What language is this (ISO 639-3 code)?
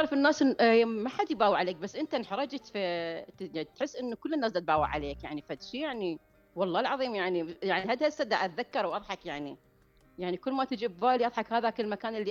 acm